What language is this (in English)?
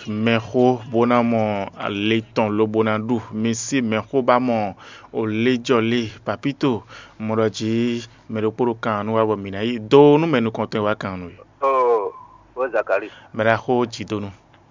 Fon